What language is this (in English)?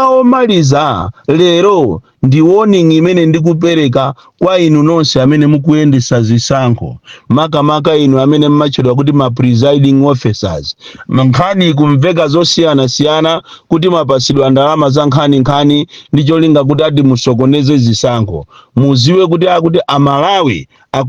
Nyanja